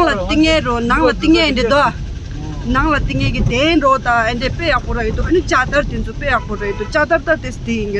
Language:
Tibetan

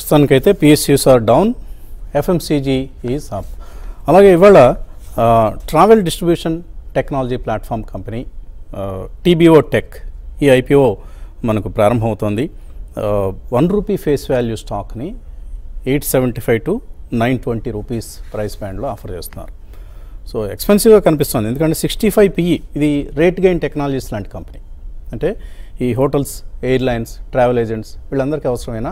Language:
Telugu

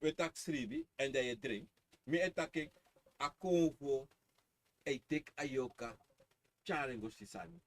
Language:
Sranan Tongo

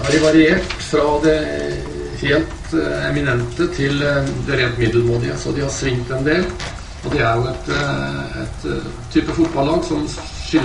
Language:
Norwegian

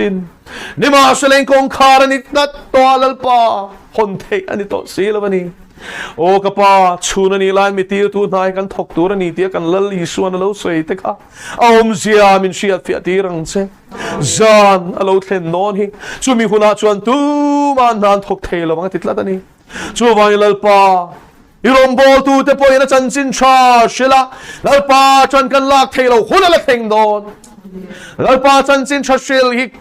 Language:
Mizo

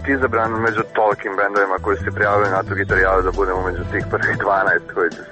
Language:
Serbian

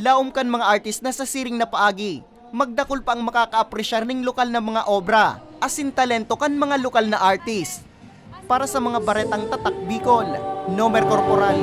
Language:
Bikol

